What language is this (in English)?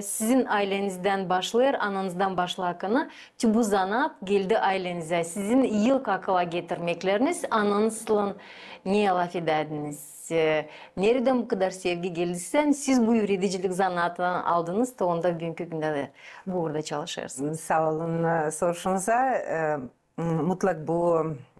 Gagauz